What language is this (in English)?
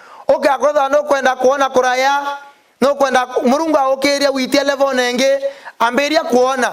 Meru